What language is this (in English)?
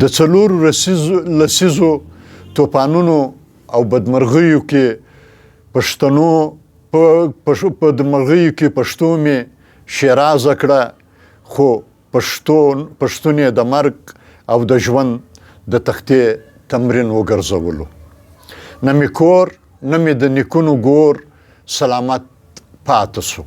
Pashto